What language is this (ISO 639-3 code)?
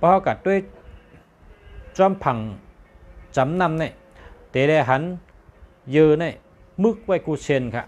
shn